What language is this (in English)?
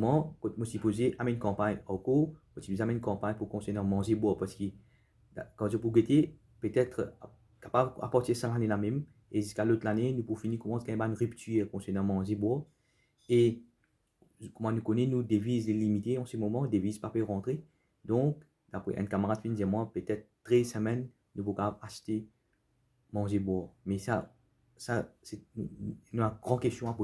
Morisyen